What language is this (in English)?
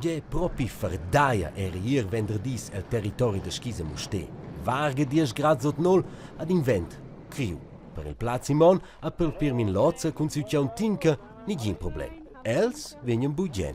Romansh